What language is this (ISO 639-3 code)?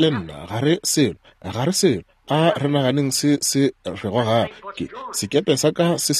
nso